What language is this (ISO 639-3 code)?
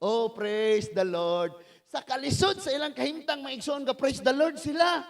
ceb